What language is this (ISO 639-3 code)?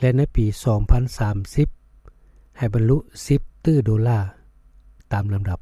lao